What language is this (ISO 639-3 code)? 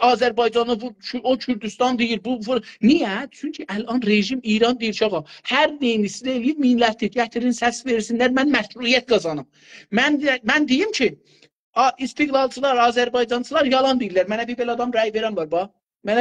azb